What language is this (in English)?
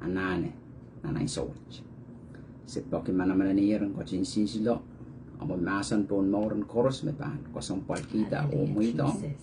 Pohnpeian